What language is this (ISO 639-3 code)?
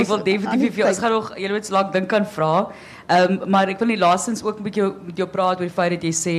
afr